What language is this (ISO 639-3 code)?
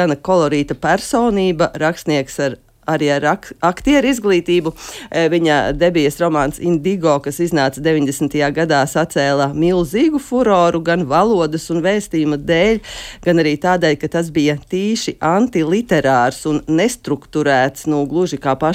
lav